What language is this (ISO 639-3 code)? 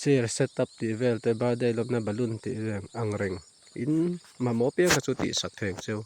lus